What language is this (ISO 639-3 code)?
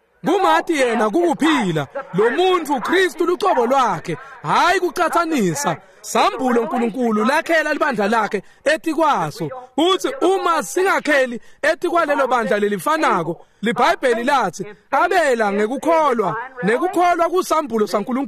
ssw